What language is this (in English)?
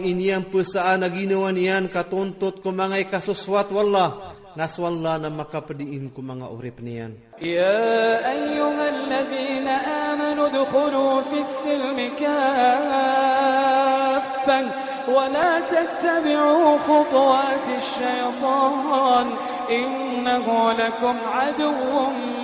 Iranun (Philippines)